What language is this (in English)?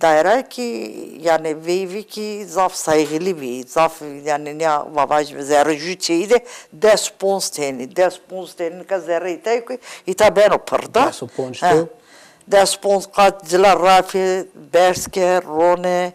Zaza